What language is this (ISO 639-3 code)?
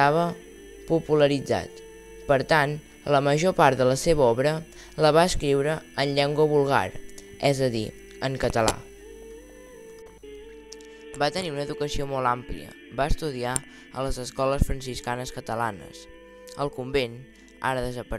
cat